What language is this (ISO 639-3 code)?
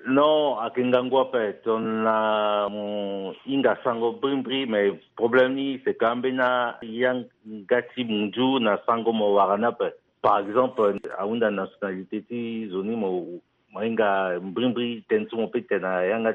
sag